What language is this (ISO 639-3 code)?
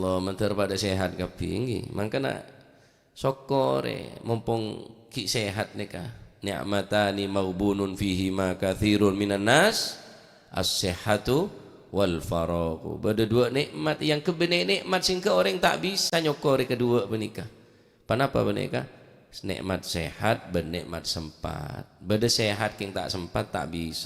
mad